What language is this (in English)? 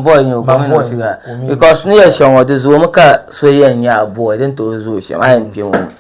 Dagbani